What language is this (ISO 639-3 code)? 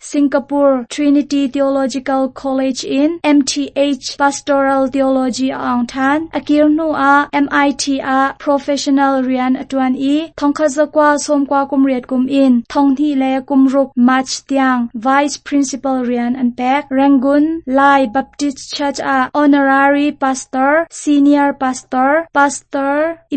cnh